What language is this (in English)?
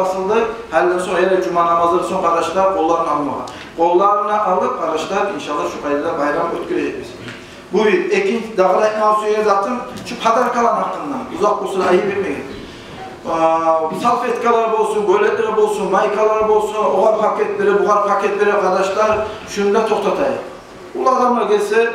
Kumyk